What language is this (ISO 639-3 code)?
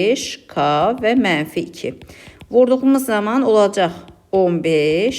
aze